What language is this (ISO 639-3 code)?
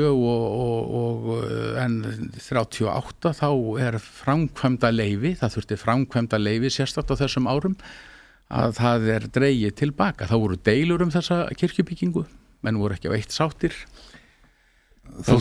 isl